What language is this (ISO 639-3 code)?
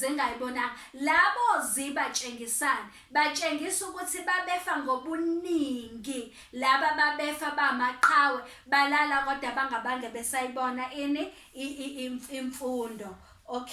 zul